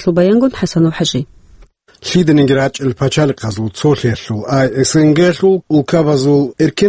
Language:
Avaric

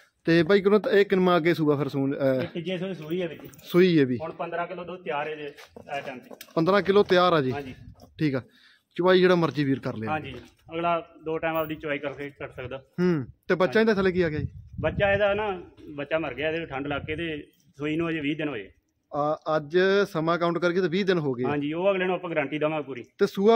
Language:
Punjabi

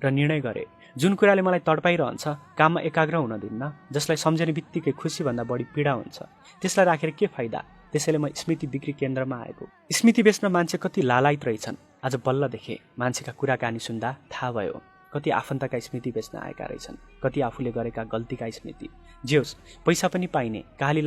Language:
Nepali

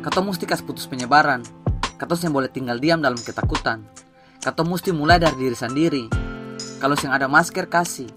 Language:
Ambonese Malay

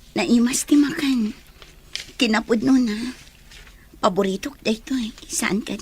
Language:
Iloko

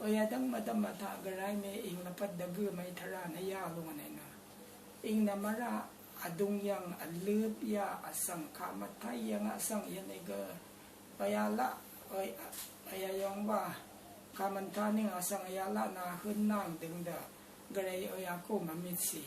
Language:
Rawang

